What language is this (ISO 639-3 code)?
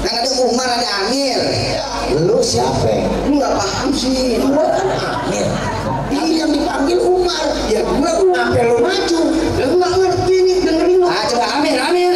bew